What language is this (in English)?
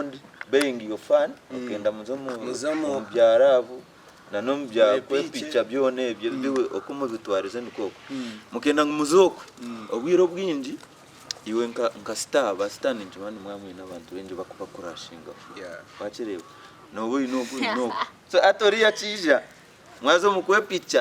Nyankole